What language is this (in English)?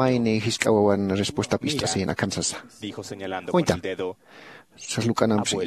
Aymara